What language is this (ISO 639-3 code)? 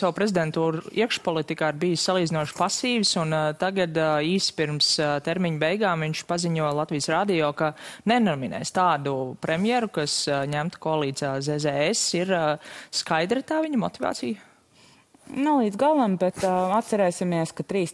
lav